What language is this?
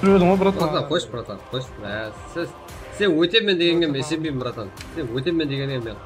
Kara-Kalpak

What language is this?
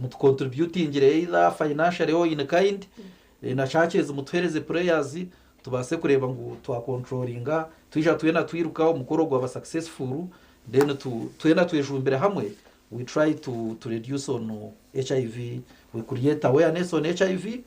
Nyankole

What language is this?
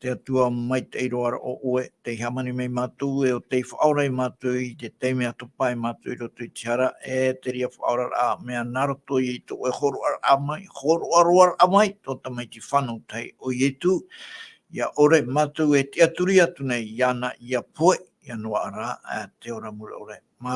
Tahitian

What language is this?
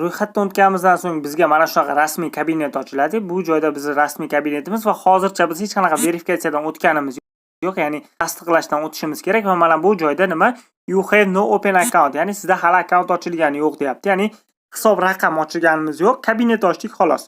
Uzbek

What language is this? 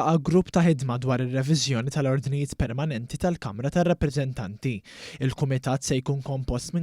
Maltese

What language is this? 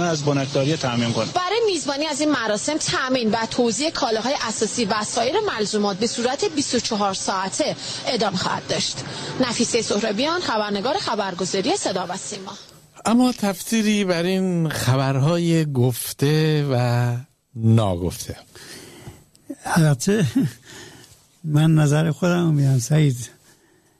Persian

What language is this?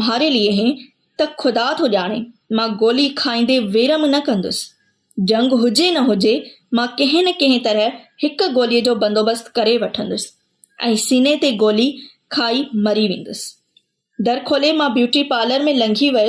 Sindhi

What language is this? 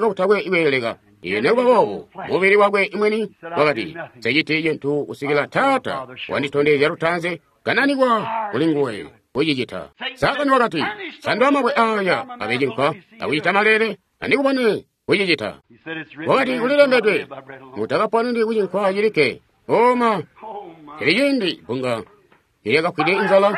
Tonga (Zambia)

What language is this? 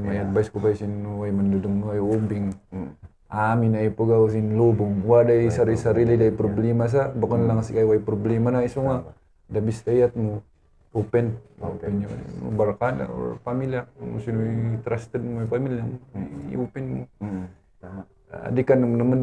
Kankanaey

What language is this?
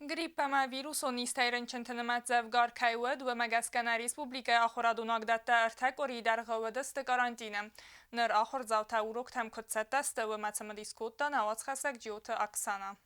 Ossetic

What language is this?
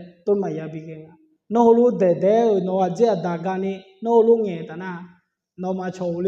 Akha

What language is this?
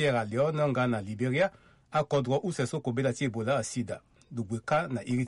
Sango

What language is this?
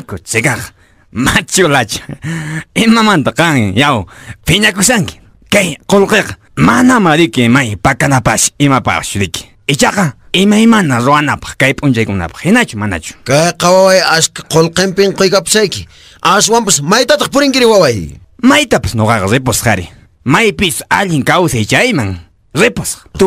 Quechua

